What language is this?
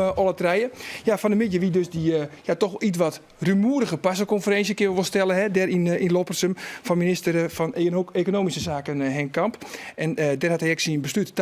Western Frisian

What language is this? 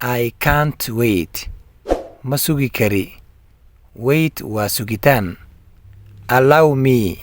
Somali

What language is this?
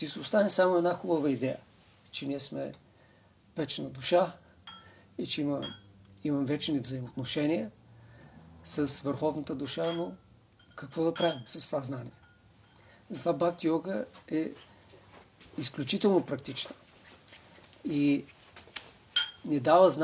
Bulgarian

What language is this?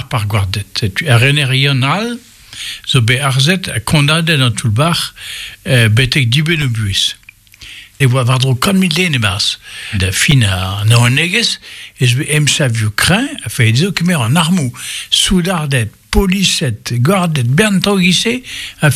Breton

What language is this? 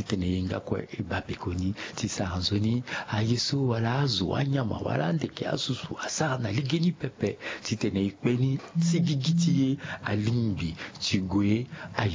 Sango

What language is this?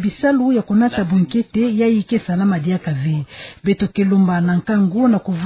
Kituba (Democratic Republic of Congo)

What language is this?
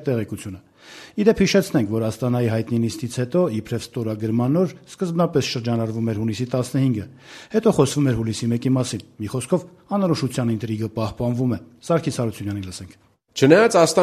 Armenian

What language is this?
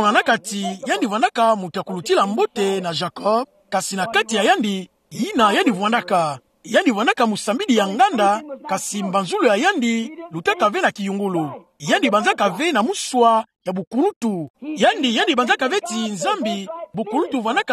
Kituba (Democratic Republic of Congo)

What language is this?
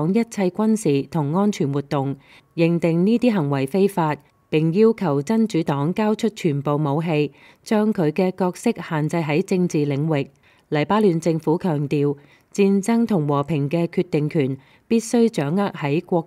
Cantonese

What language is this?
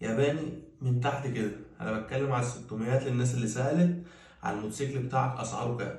Egyptian Arabic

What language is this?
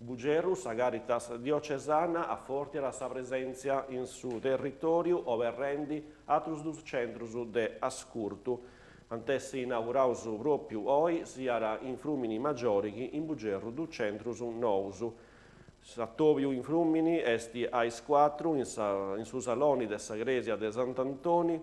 Sardinian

